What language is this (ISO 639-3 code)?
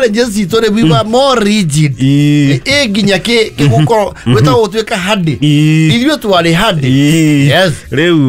kik